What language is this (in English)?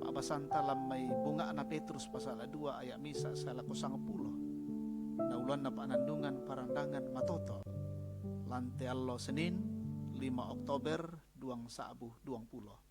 Toraja-Sa'dan